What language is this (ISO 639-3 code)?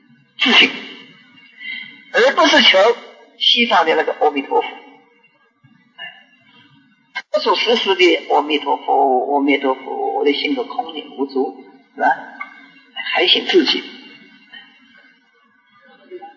zho